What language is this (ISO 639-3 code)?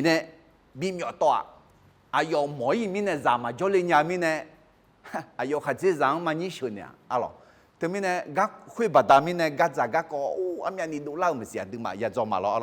ahk